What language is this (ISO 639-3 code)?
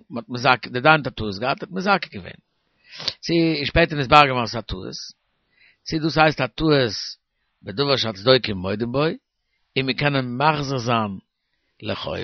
yid